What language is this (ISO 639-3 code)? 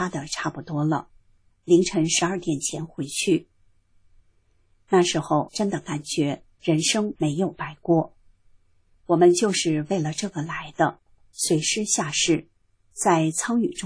zho